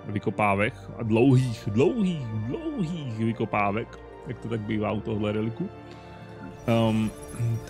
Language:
Czech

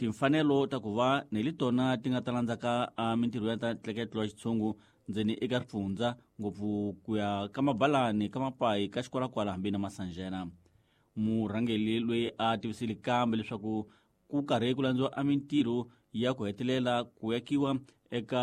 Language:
Tsonga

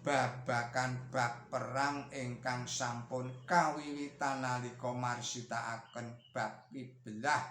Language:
Javanese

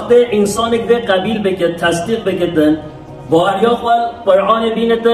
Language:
Kurdish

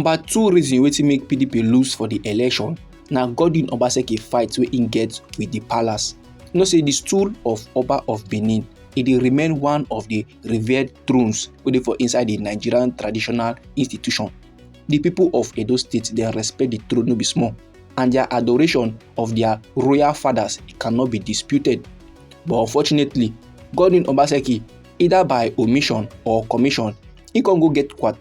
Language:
Nigerian Pidgin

